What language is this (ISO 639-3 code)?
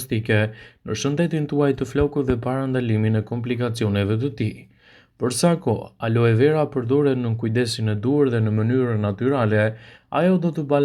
sqi